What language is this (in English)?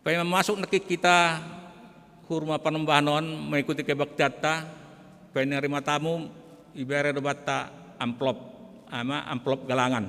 Batak Simalungun